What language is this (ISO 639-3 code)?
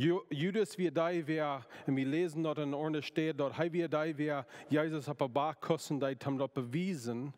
pdt